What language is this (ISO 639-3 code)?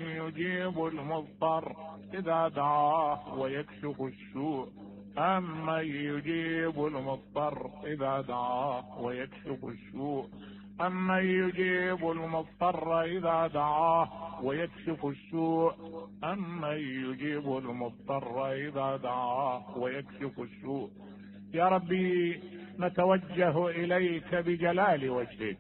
acm